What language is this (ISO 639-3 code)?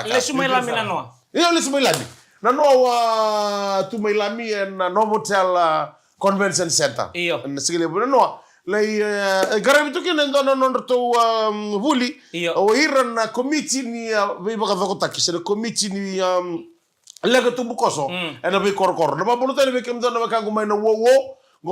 fij